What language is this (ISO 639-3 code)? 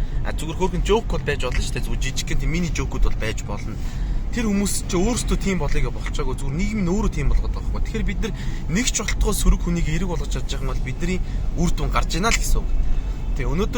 mon